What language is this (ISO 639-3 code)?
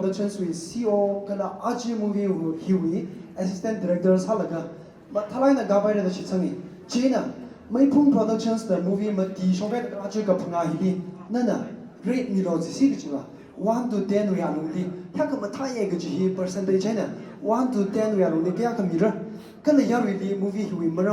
nmf